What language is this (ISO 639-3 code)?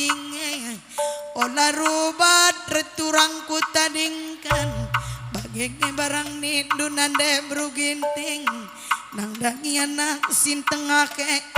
btx